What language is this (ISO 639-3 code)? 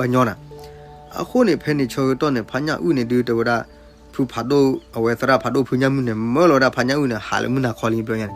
ksw